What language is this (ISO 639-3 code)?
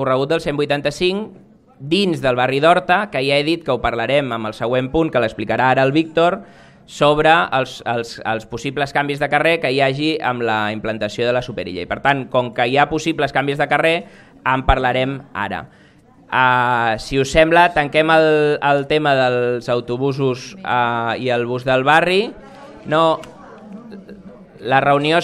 cat